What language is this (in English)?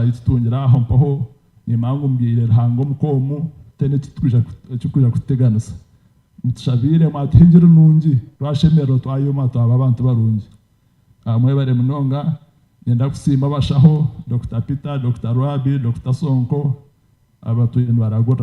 Nyankole